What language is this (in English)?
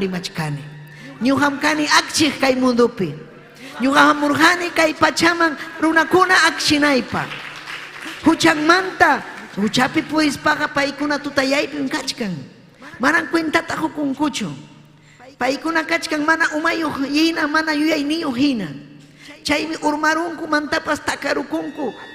Ayacucho Quechua